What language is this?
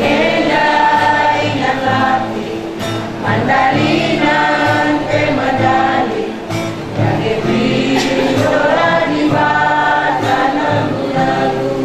Batak Karo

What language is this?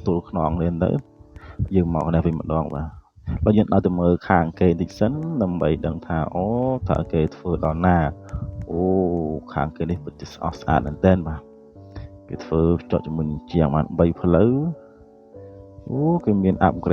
Khmer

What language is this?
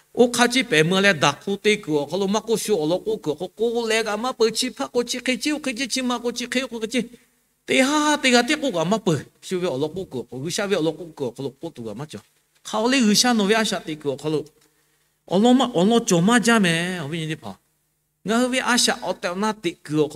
Lahu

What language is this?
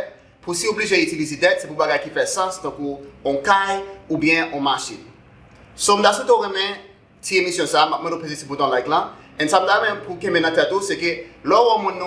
Haitian Creole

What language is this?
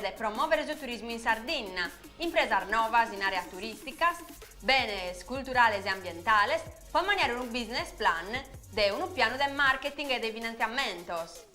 Sardinian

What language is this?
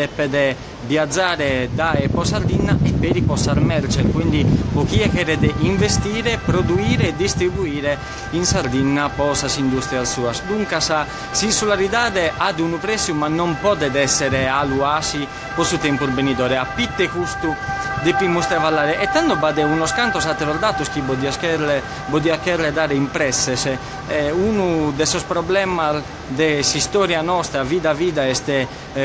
Sardinian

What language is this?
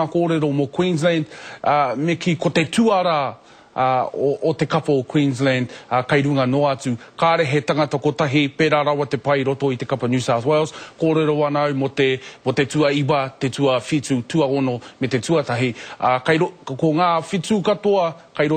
Māori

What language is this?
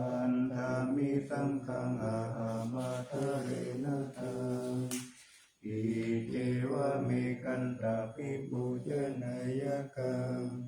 Pali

